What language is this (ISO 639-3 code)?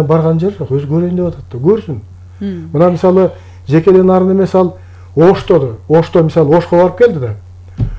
kir